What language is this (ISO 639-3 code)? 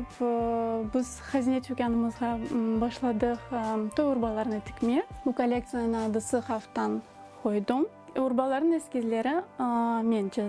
crh